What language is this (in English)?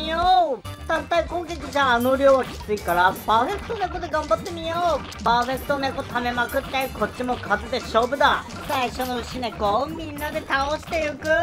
Japanese